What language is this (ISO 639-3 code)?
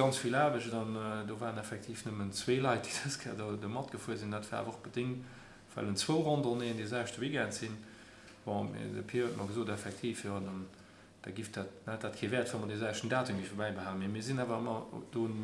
ltz